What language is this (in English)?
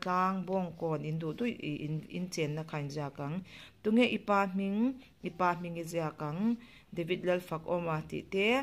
Mizo